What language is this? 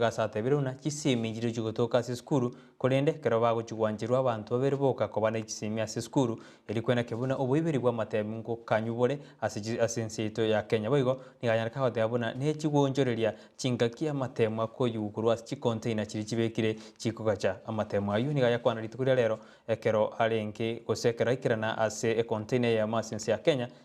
Gusii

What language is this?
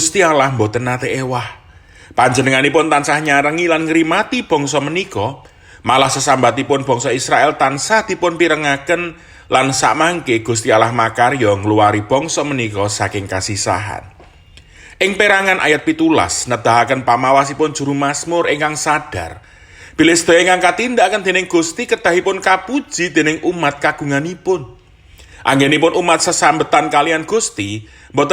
Javanese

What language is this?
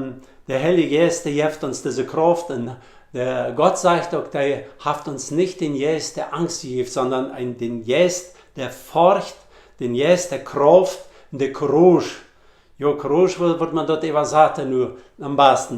Plautdietsch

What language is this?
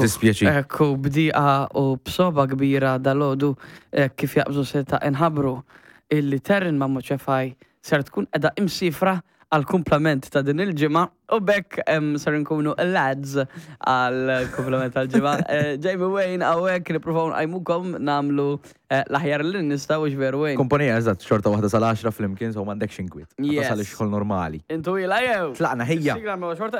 Maltese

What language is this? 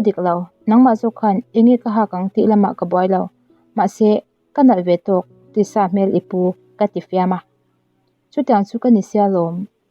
Mizo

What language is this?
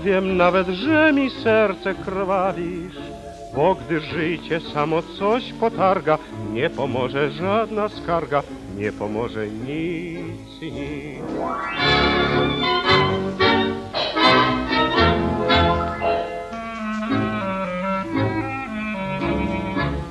Polish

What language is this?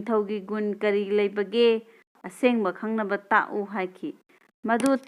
Manipuri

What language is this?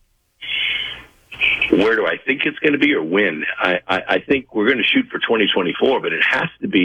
English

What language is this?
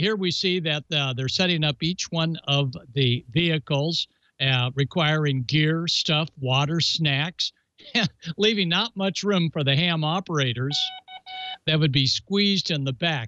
English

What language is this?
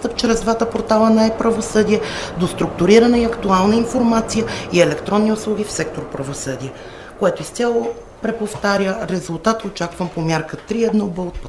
Bulgarian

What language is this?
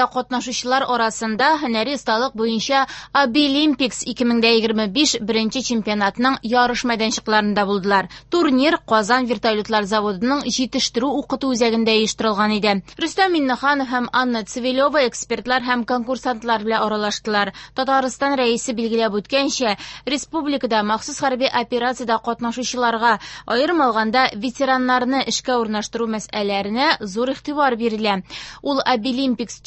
Tatar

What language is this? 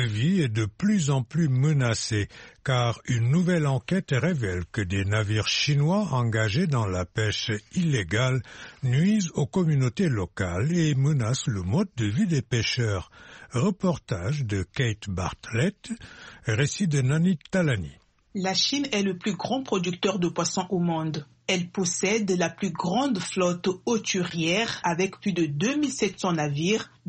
French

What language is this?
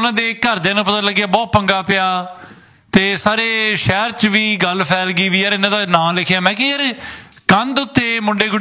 Punjabi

